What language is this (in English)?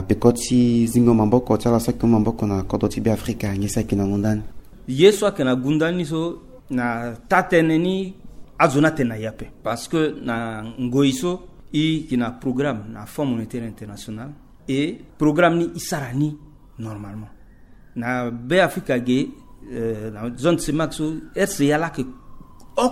Sango